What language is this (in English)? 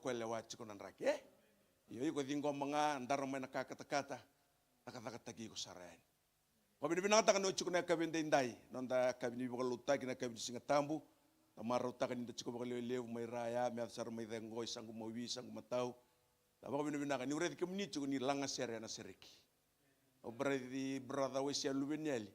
Fijian